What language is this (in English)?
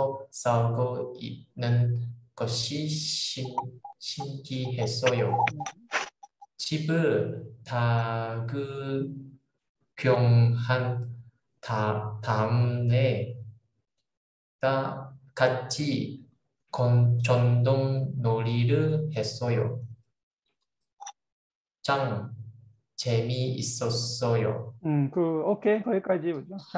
Korean